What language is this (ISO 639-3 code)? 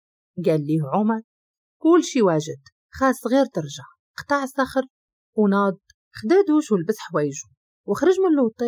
ary